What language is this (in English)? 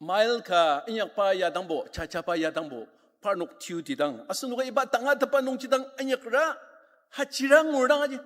Ao Naga